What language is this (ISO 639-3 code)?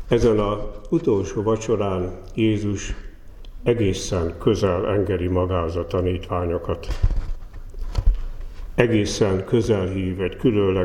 hun